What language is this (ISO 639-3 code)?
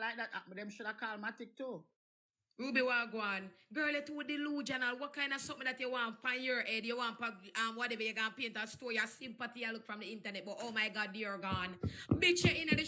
jam